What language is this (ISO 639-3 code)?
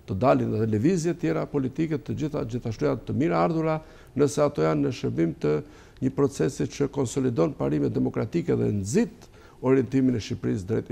sqi